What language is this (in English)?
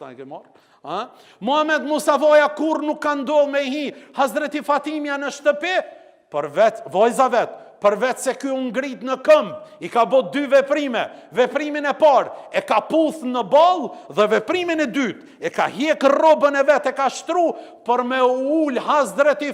Albanian